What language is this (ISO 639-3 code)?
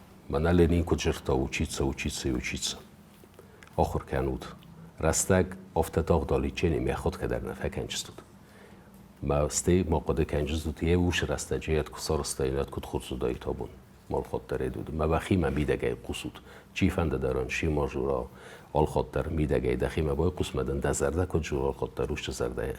oss